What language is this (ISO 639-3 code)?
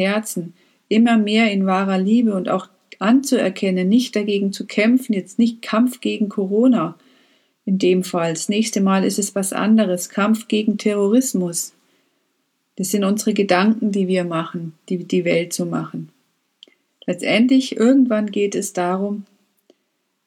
deu